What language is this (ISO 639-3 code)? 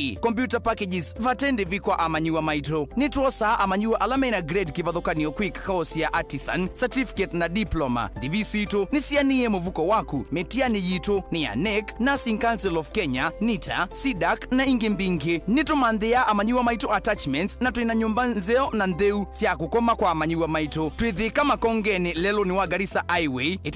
kam